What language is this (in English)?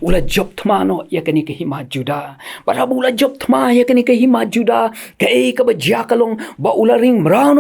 Khasi